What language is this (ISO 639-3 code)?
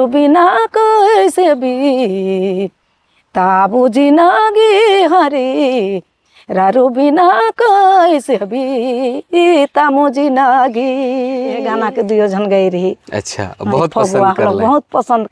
sck